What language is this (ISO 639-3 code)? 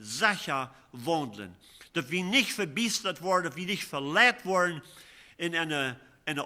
pdt